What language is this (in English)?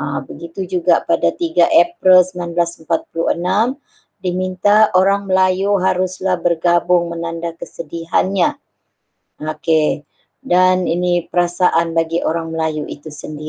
Malay